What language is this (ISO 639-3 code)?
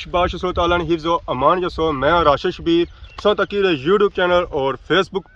phr